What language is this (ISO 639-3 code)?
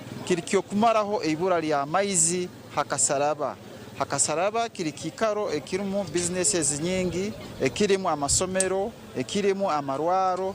nyn